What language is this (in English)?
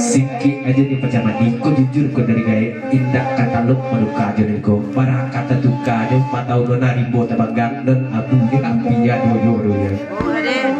Minangkabau